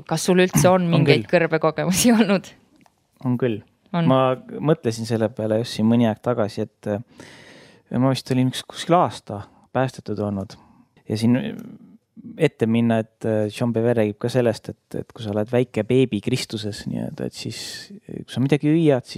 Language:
Estonian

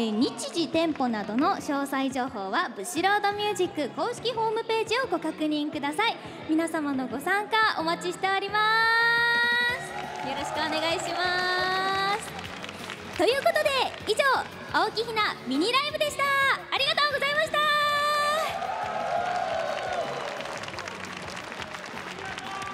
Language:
Japanese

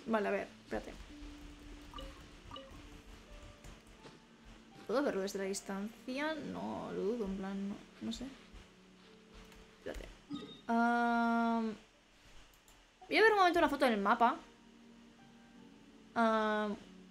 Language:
Spanish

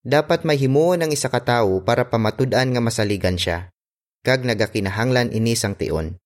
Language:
Hiligaynon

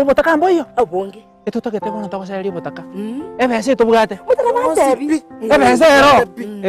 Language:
Gusii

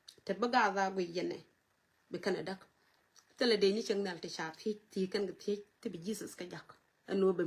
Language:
Nuer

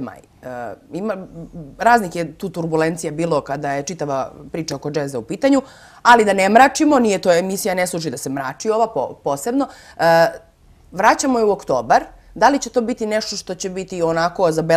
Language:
Serbian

